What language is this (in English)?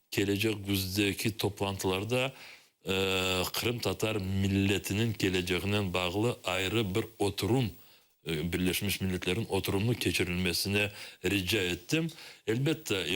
Crimean Tatar